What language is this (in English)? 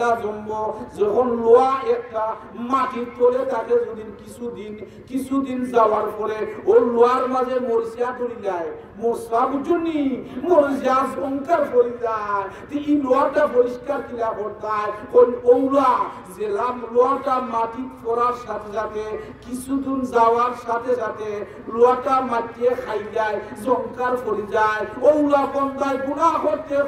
Sylheti